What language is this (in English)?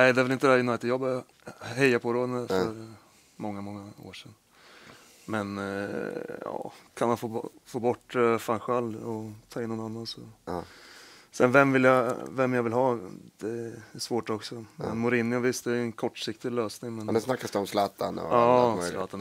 Swedish